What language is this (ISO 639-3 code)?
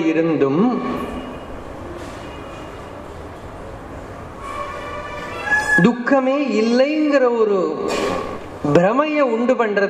tam